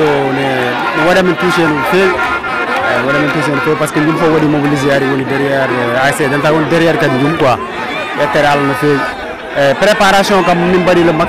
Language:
Fula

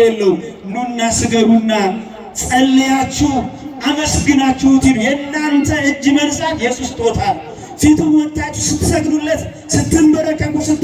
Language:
Amharic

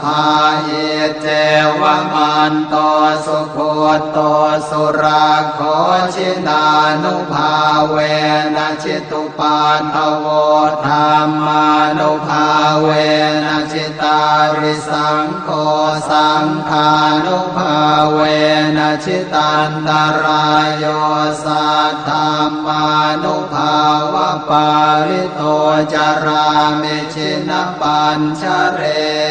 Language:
Pali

